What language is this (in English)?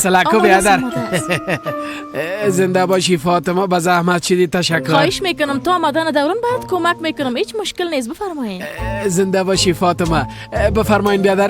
Persian